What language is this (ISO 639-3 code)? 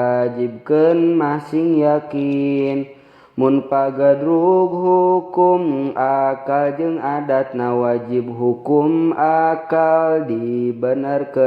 sun